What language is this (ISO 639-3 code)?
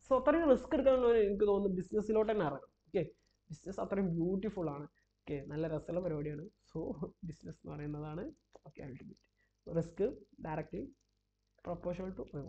mal